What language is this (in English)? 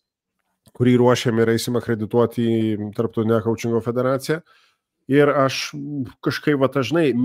Lithuanian